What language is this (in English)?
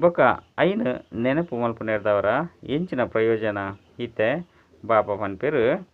Tulu